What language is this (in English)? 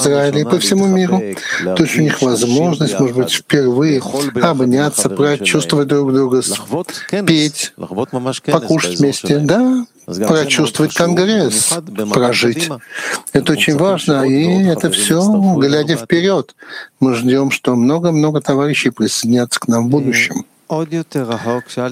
Russian